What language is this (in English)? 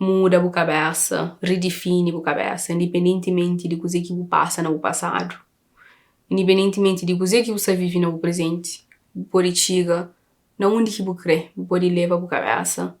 Kabuverdianu